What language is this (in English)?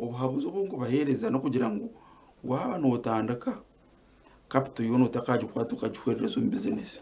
Nyankole